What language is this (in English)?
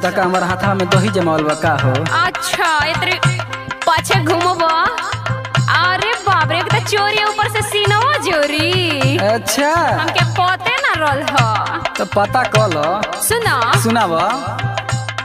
Bhojpuri